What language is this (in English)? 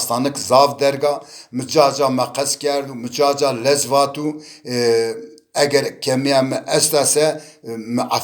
Zaza